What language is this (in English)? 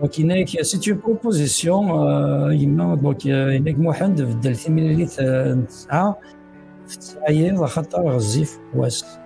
Kabyle